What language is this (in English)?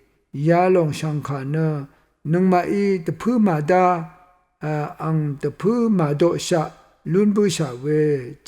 Rawang